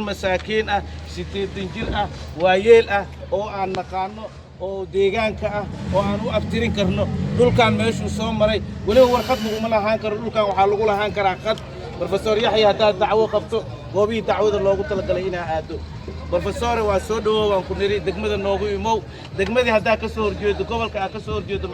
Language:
Somali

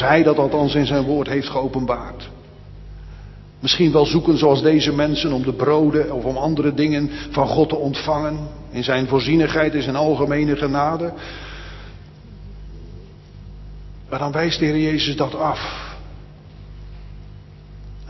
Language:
Dutch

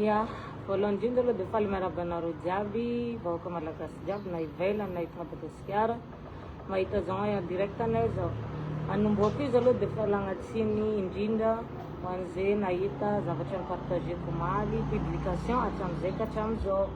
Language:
Malagasy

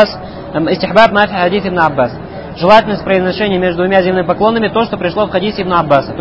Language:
Russian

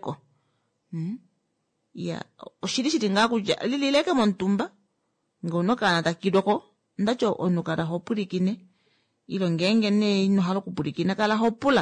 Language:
Kuanyama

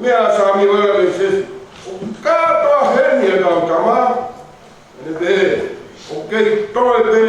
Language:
Tongan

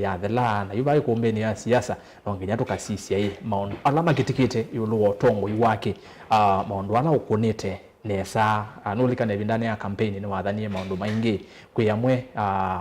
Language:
Kamba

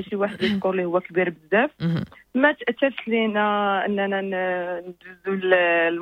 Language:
Moroccan Arabic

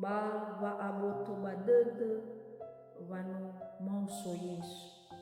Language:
Nias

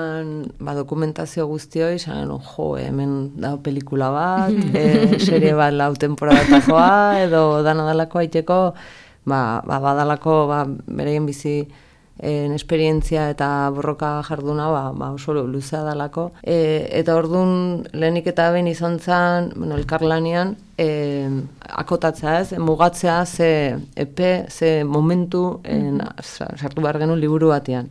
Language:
Basque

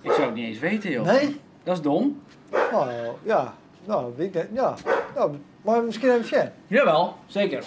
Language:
Western Frisian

